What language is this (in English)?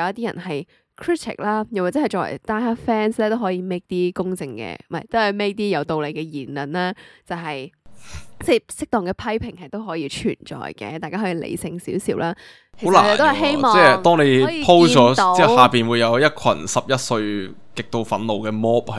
Cantonese